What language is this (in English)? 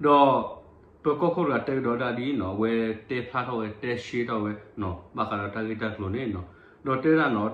S'gaw Karen